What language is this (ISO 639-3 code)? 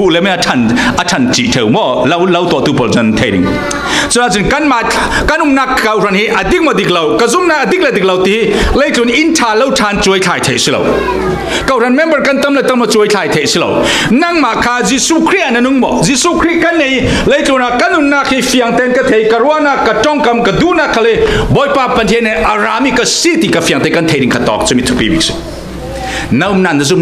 cfm